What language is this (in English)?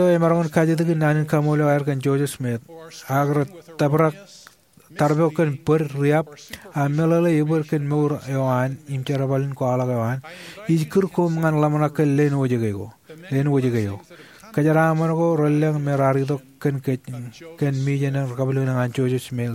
Marshallese